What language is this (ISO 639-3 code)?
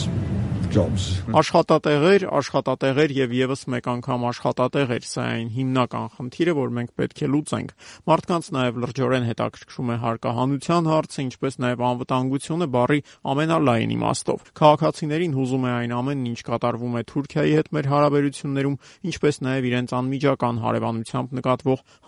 hye